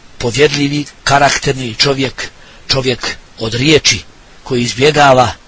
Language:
Bosnian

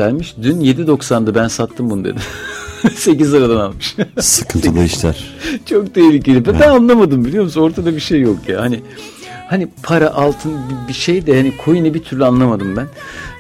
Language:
Turkish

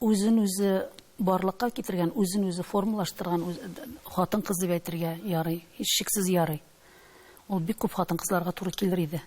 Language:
Tatar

